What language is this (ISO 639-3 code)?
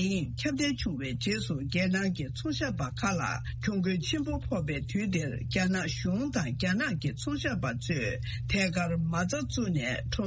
bod